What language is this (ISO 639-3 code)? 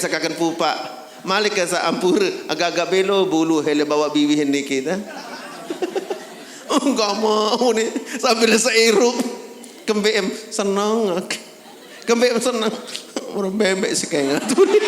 sas